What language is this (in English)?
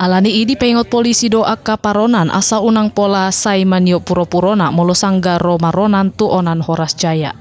Batak Toba